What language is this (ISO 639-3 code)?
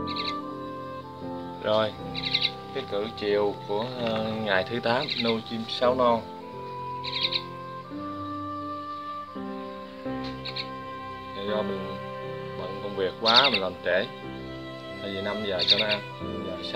vie